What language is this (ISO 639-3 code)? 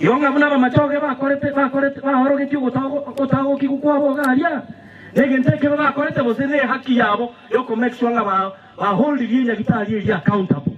guz